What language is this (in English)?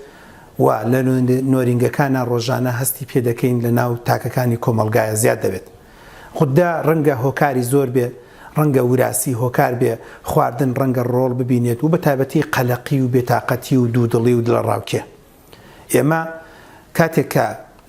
Central Kurdish